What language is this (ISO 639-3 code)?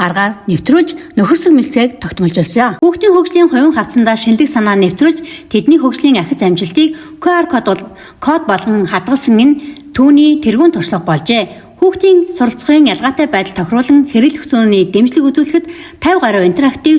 mon